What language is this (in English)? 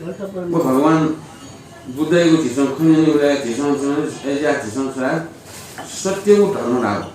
Newari